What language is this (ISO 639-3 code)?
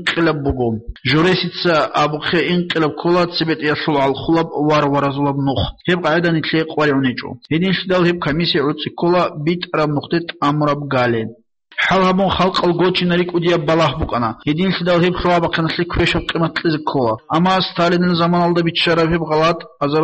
ava